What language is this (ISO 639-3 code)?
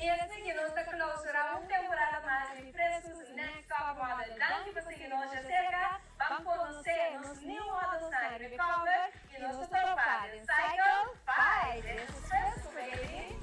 pap